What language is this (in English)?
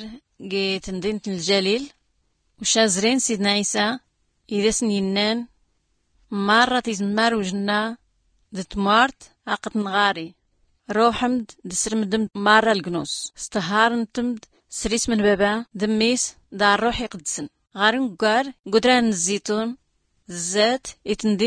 Tachelhit